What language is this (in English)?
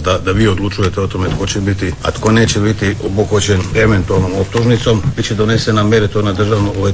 Croatian